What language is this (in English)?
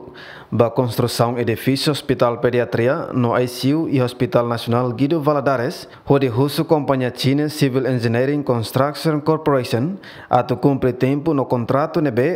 Tetum